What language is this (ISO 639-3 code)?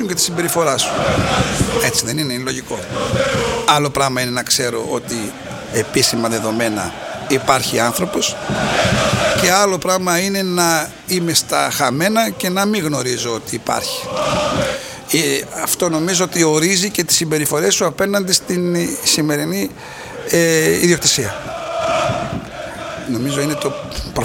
ell